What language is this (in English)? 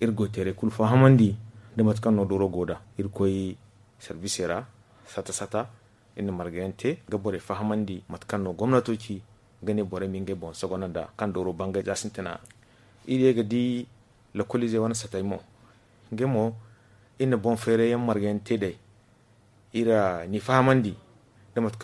Zarma